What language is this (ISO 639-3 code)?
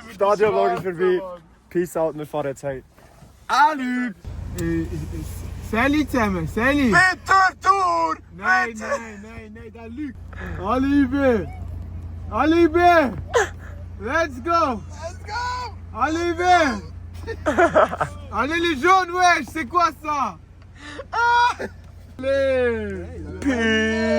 gsw